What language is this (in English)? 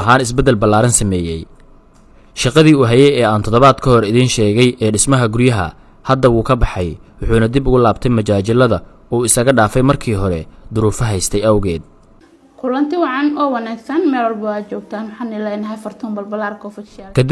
Somali